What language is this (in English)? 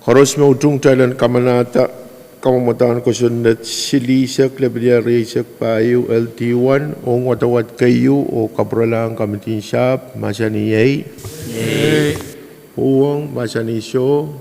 Pohnpeian